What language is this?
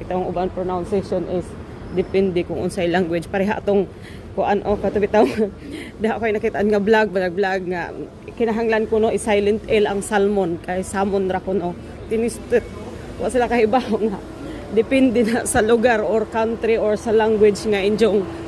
Cebuano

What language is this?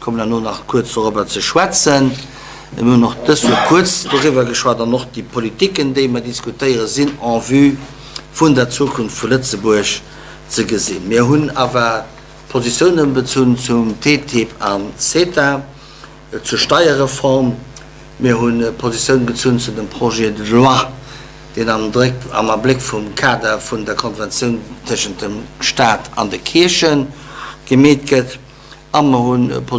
Luxembourgish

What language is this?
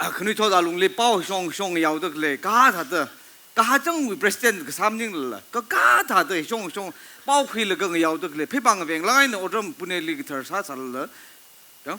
Tangkhul Naga (India)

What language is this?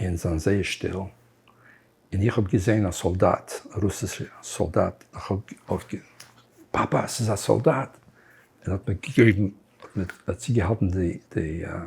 Yiddish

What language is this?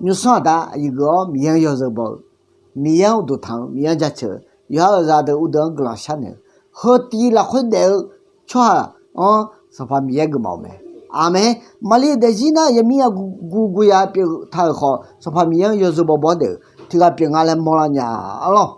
Akha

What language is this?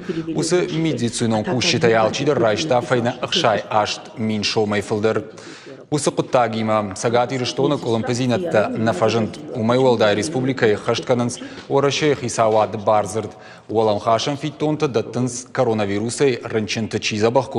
Ossetic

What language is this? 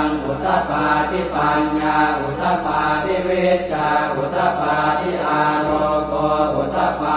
Pali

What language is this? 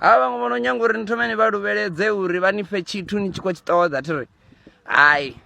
Venda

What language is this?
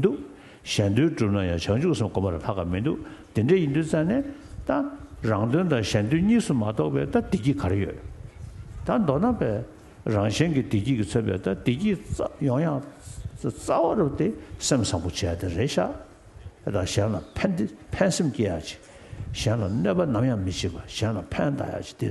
Tibetan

